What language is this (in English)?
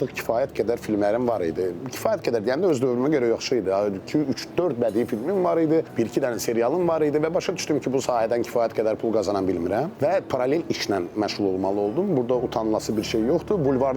Azerbaijani